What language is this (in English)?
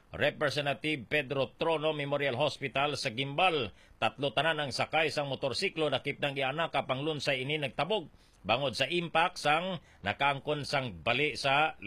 Hiligaynon